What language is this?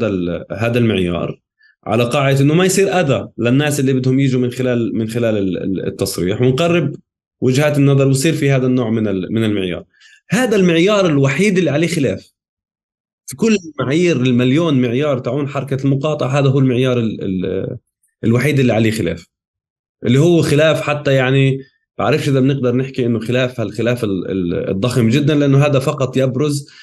North Levantine Arabic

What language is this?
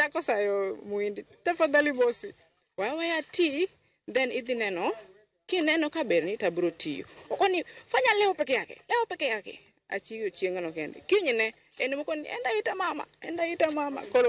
Luo (Kenya and Tanzania)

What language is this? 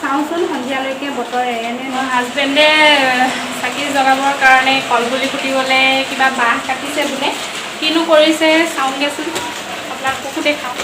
Assamese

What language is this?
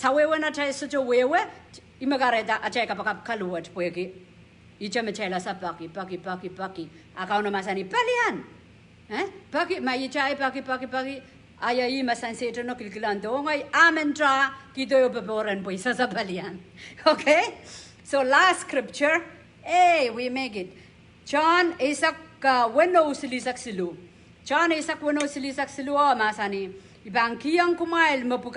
Pohnpeian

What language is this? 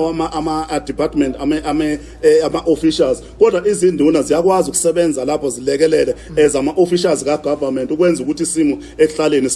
Zulu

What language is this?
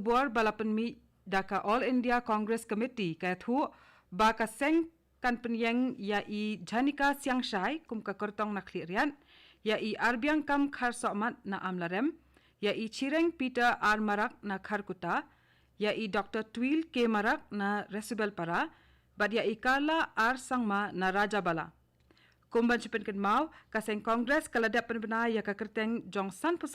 Khasi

